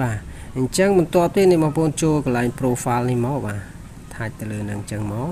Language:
Khmer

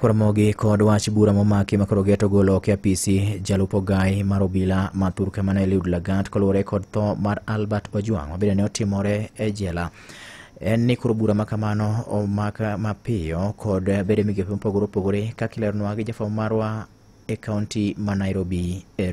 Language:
Luo (Kenya and Tanzania)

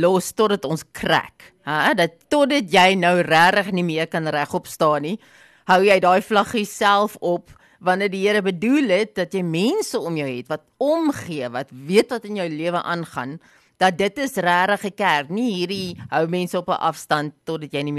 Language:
Afrikaans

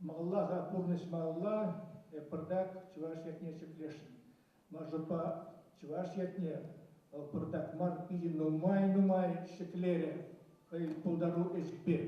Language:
Chuvash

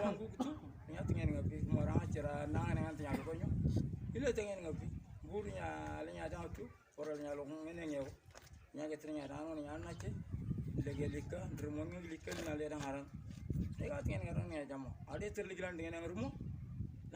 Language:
Moro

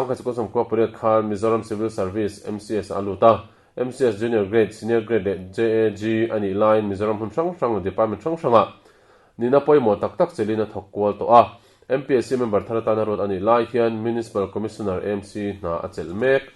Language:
Mizo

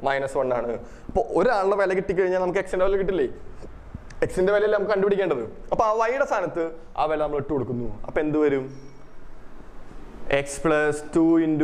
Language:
Malayalam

